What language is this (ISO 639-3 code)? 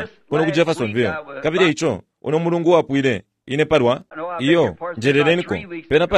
bem